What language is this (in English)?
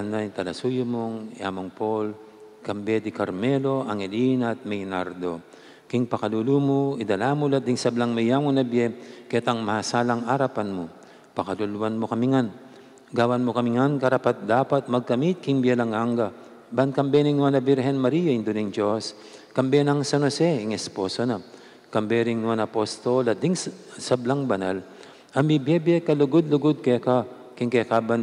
Pampanga